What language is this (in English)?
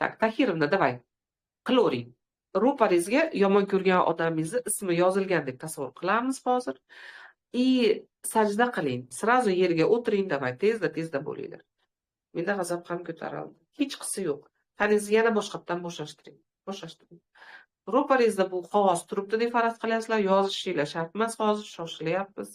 Uzbek